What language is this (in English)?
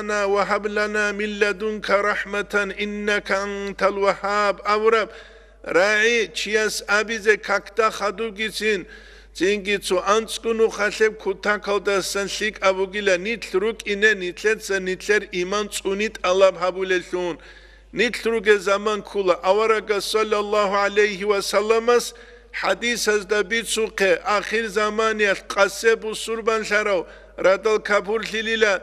Avaric